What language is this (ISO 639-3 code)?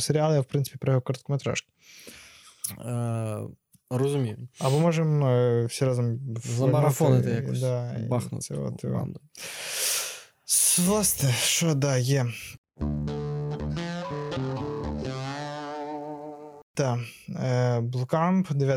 ukr